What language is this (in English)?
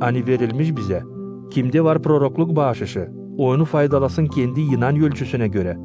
Gagauz